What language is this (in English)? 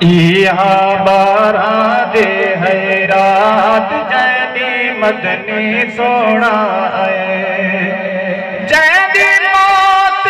Saraiki